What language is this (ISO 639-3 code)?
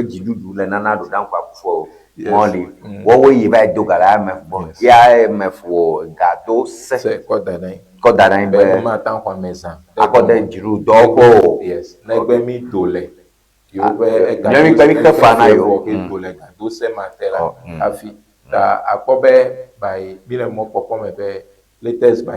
ewe